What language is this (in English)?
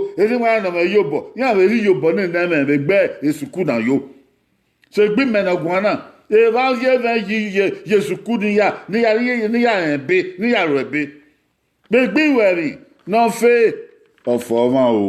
Bini